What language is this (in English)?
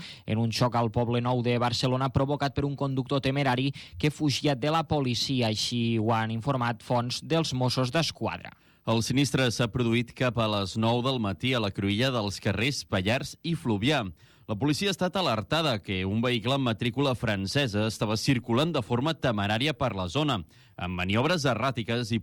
Catalan